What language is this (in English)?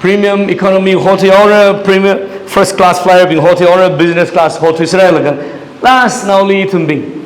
Tangkhul Naga (India)